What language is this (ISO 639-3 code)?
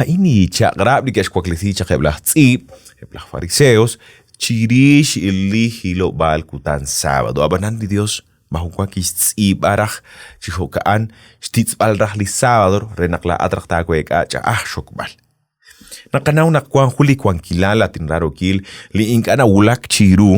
kek